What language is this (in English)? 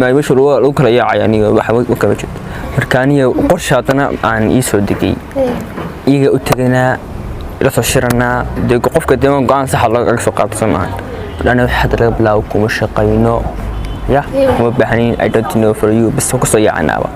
Somali